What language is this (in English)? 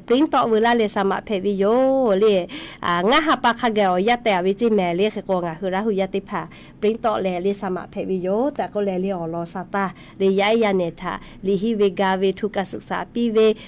Lahu